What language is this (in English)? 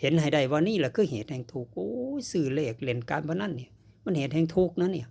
Lao